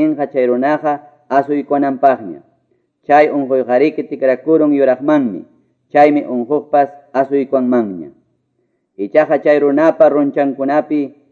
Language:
Quechua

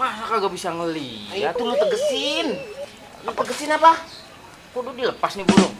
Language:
Betawi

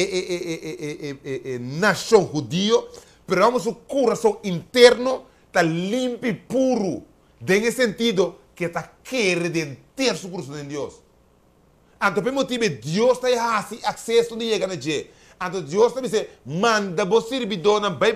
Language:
Papiamento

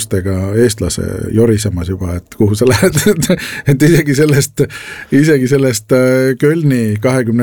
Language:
Estonian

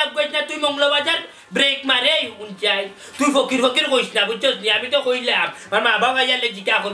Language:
Sylheti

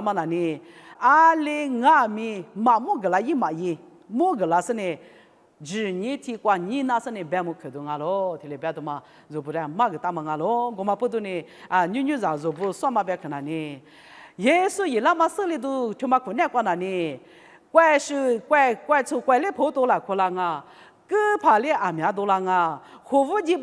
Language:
Lisu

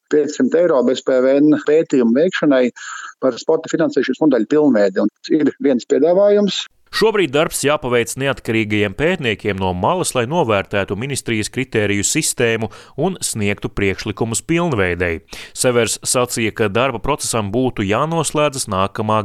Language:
Latvian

